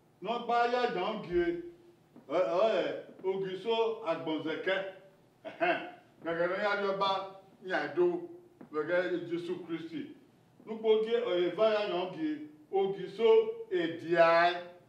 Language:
Bini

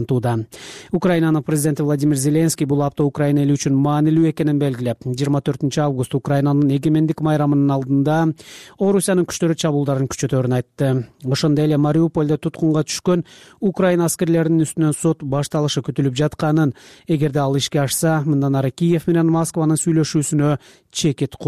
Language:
Kyrgyz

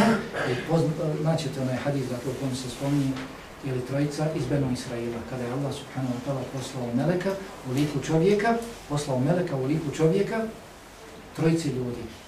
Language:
Bosnian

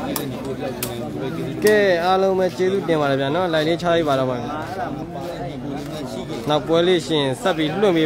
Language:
Burmese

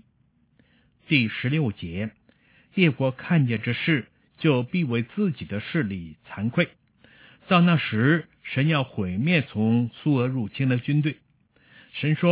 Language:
Chinese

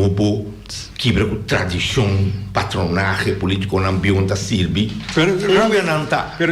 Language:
Papiamento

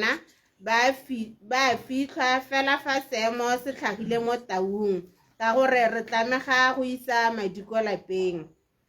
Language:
Tswana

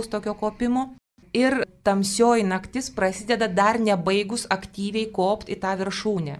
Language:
Lithuanian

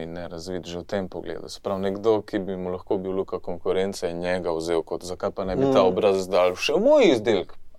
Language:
Slovenian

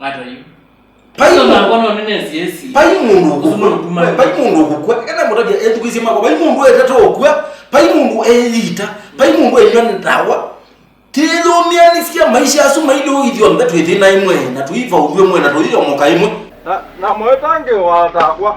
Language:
Kamba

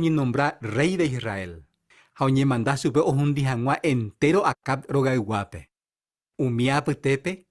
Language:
Guarani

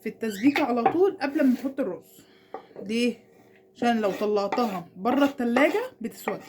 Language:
Egyptian Arabic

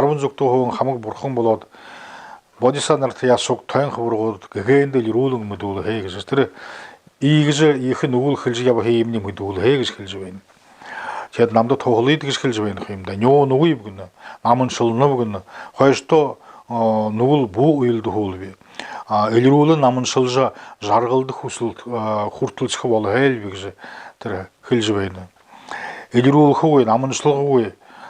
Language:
Buriat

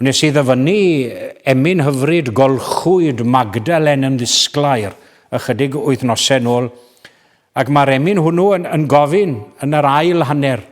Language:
Welsh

